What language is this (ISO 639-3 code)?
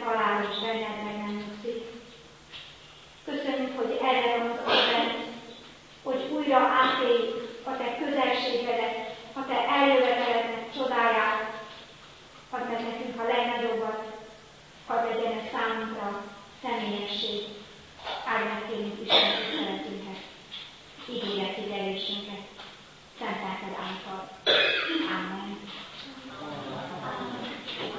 hun